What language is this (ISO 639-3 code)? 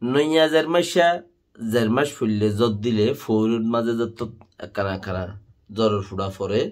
rhg